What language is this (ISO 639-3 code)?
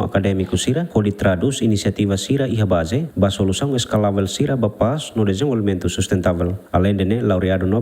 tet